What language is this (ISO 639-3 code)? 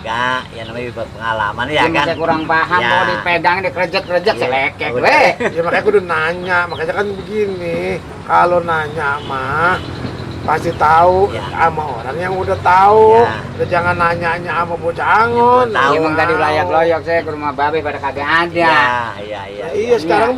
bew